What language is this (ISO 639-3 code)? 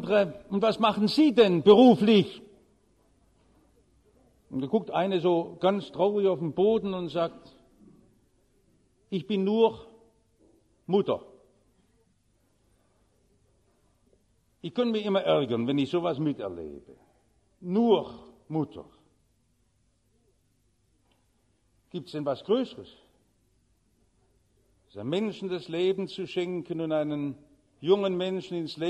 deu